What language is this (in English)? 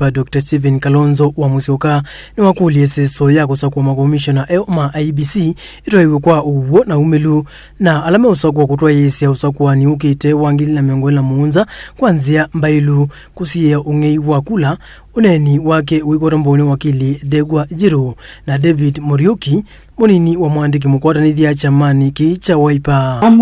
Kamba